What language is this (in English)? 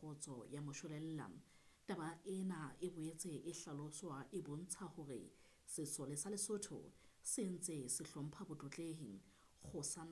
Southern Sotho